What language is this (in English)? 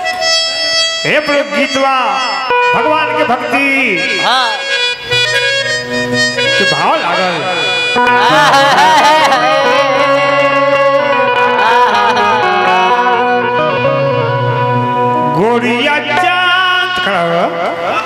Bhojpuri